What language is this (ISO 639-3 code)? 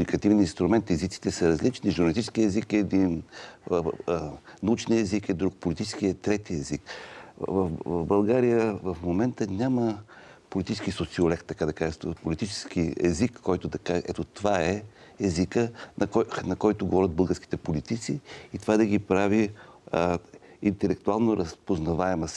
bul